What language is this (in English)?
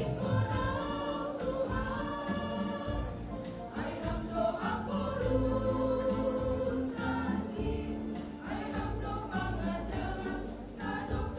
Batak Simalungun